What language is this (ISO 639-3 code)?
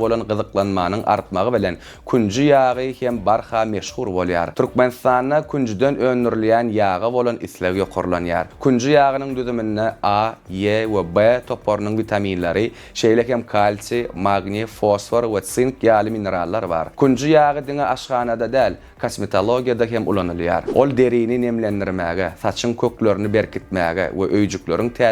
tuk